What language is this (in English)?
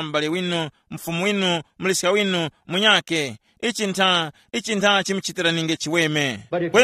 Tumbuka